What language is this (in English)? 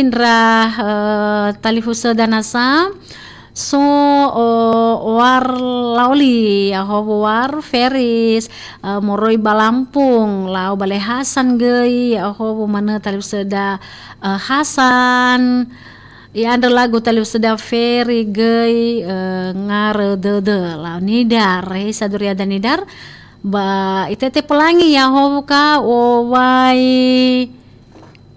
Nias